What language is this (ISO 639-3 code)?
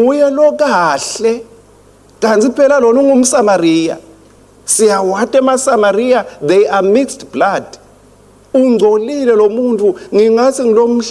ssw